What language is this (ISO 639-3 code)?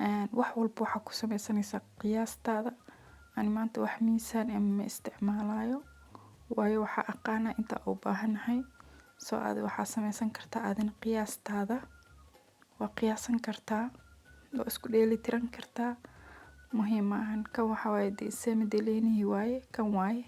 som